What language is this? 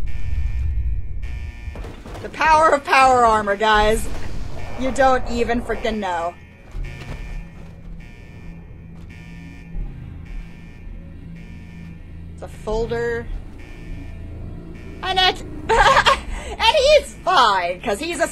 English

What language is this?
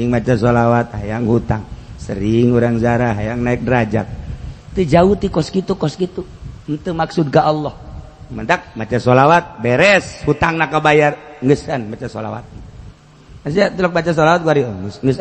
Sundanese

